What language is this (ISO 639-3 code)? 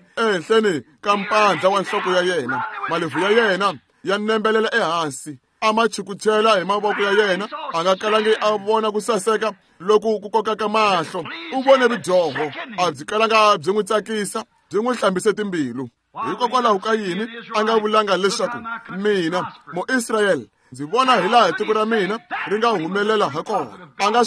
tso